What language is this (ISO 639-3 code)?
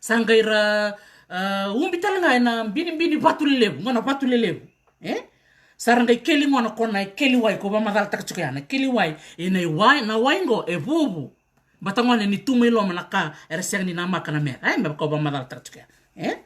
fij